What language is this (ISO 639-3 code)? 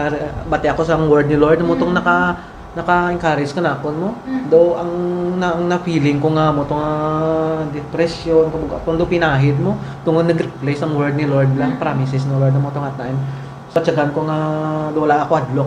hil